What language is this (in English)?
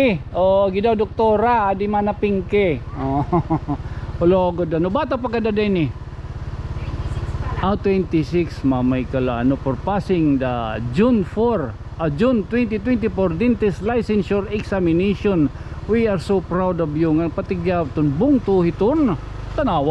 Waray